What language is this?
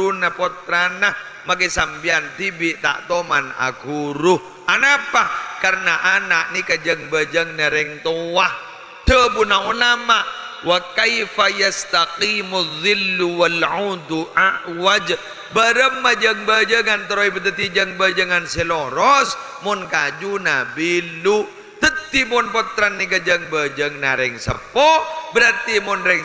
Madurese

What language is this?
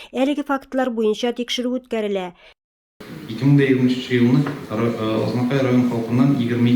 Tatar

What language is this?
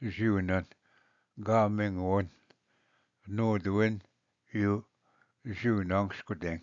Ojibwa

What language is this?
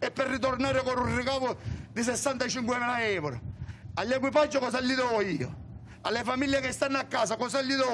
Italian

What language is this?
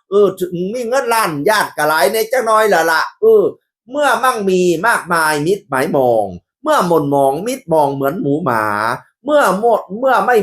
Northeastern Thai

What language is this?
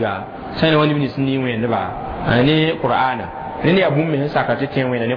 Mossi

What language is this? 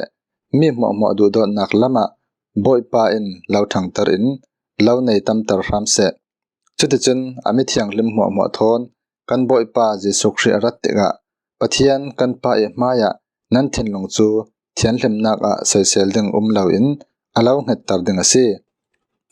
Falam Chin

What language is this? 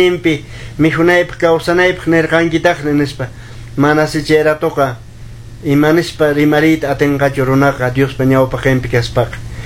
Quechua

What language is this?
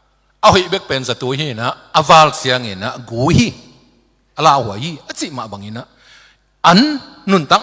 Tedim Chin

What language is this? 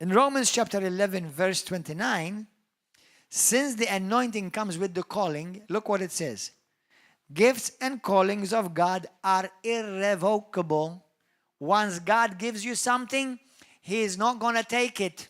English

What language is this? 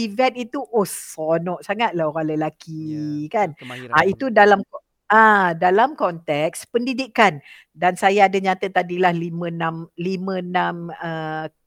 Malay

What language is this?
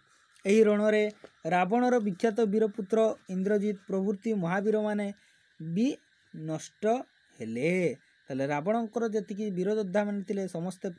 Odia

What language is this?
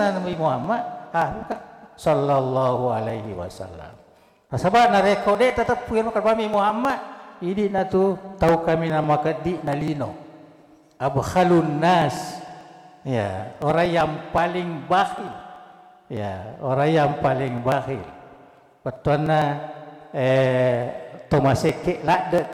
Buginese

